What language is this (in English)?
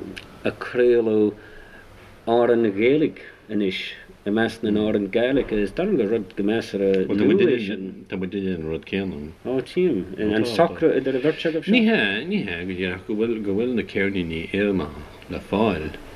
Irish